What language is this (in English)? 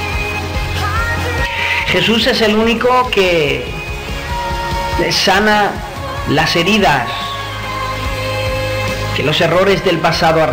Spanish